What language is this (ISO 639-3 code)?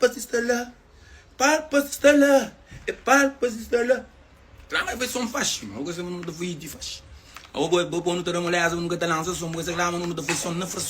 kea